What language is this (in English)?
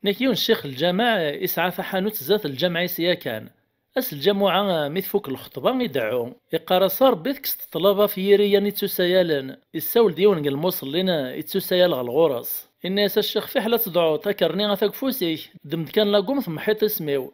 Kabyle